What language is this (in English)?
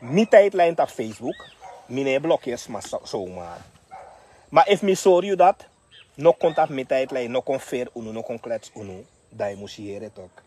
Sranan Tongo